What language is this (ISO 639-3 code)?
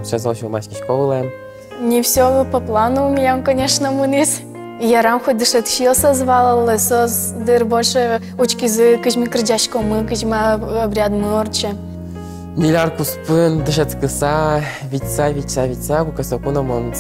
udm